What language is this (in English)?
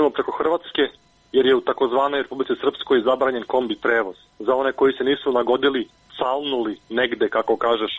Serbian